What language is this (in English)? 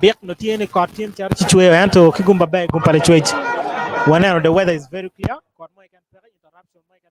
Acoli